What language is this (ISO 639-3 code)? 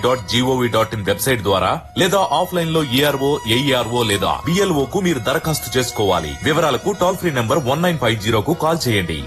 tel